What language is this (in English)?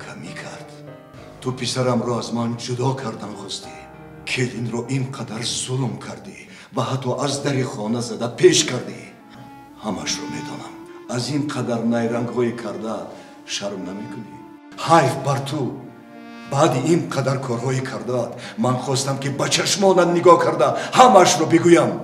Tajik